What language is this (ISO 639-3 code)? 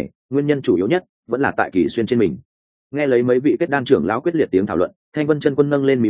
vie